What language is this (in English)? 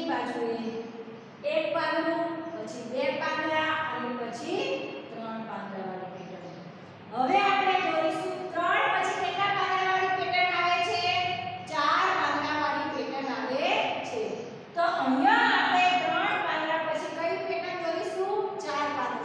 Gujarati